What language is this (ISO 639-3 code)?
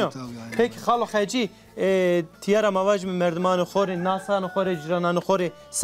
zza